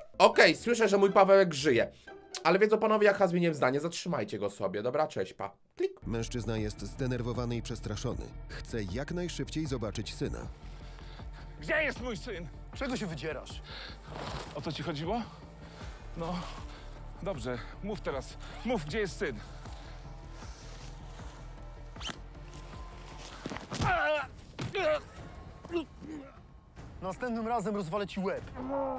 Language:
Polish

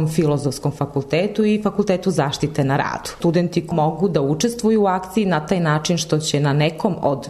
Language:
Serbian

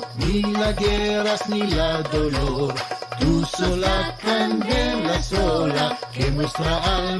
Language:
Ladino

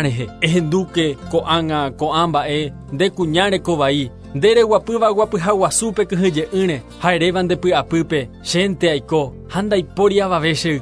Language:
Guarani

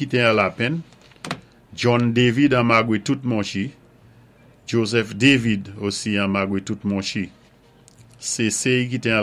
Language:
Saint Lucian Creole French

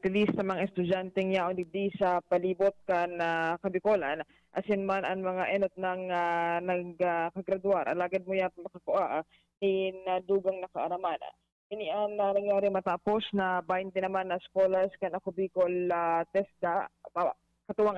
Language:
Bikol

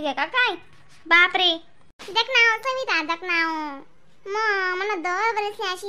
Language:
Khandesi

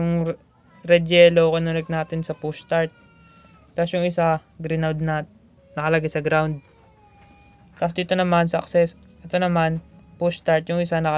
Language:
Filipino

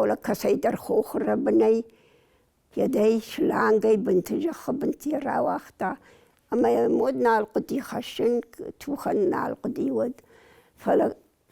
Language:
Ossetic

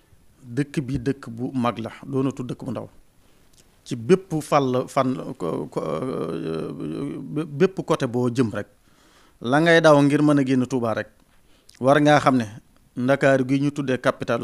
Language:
Wolof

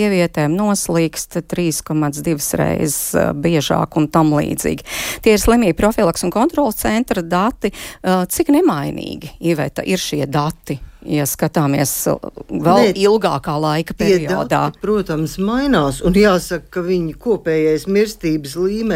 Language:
Latvian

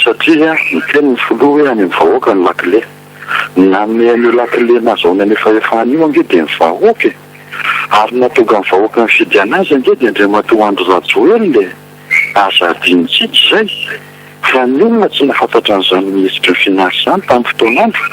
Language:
Malagasy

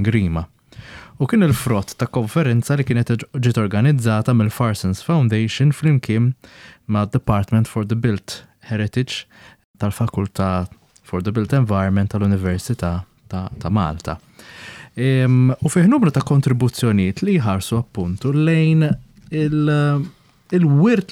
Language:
Maltese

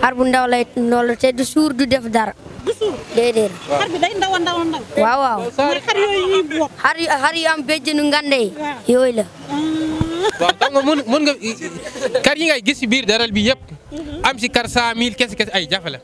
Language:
Wolof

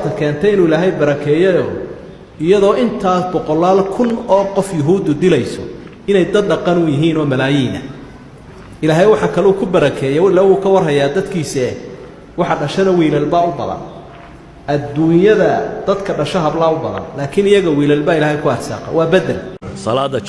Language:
Somali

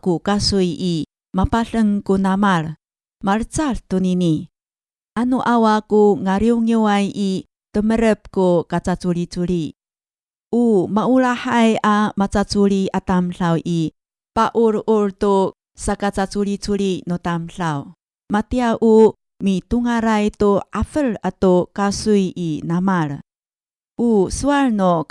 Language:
Amis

